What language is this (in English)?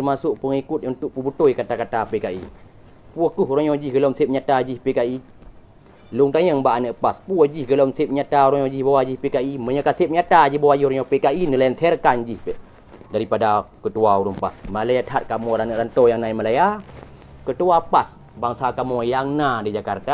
Achinese